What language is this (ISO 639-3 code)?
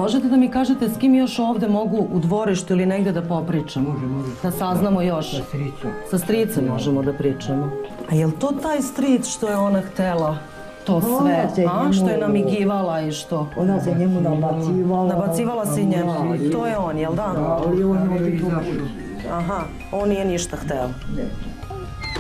srp